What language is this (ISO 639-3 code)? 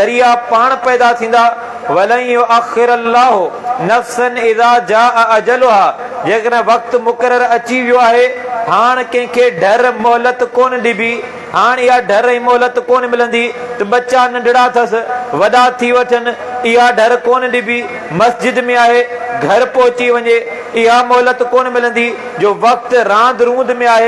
snd